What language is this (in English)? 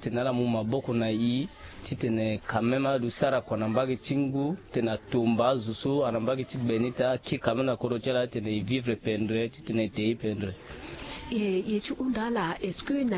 Sango